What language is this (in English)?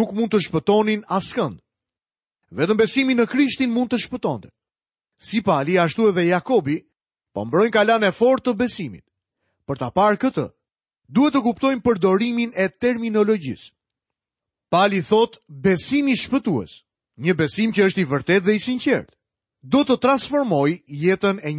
Albanian